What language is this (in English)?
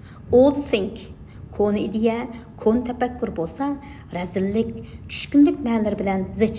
Uyghur